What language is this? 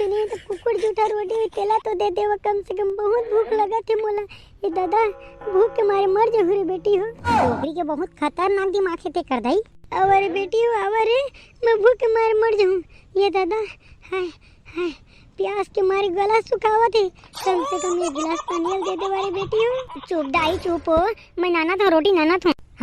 Chhattisgarhi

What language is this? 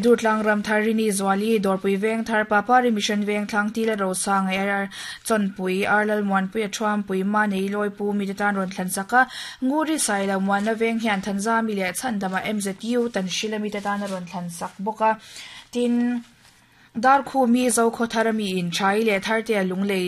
Mizo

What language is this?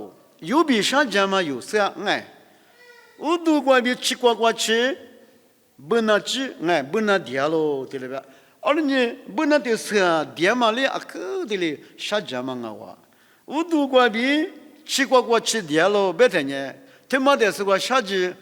Lisu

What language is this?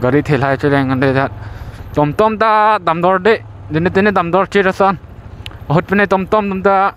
Karbi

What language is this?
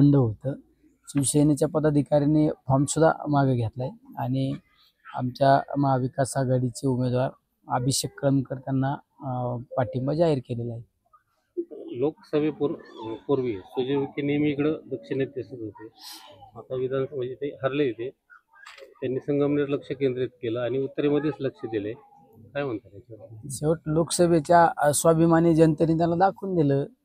Marathi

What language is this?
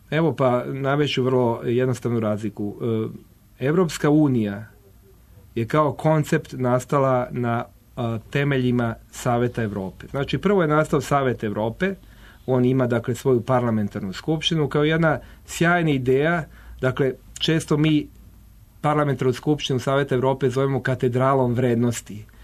Serbian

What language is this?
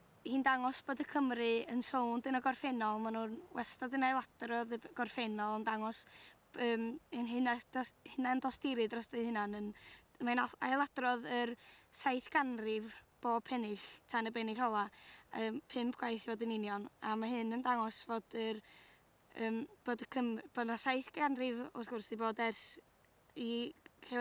Welsh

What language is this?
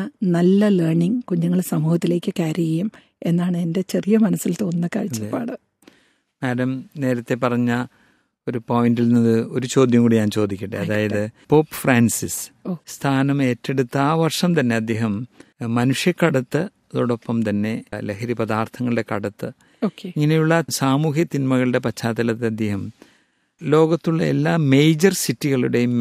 Malayalam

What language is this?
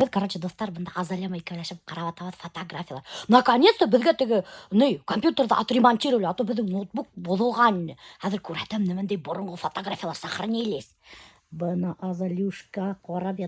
Bashkir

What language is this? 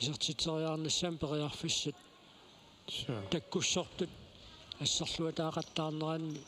Kalaallisut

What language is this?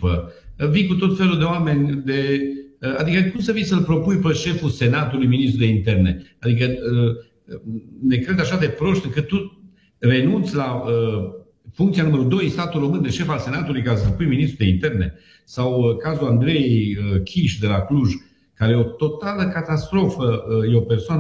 Romanian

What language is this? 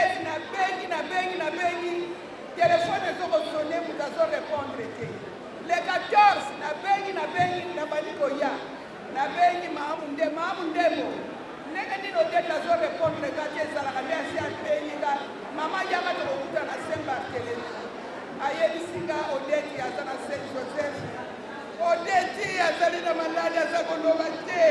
Lingala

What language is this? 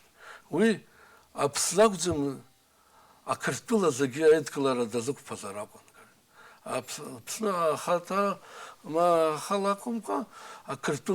Abkhazian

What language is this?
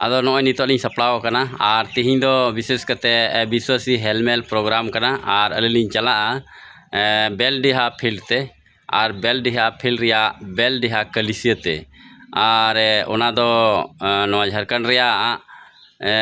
Santali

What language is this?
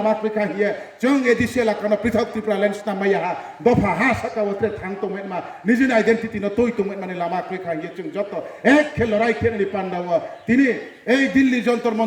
Riang (India)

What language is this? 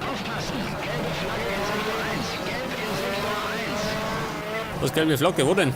Bavarian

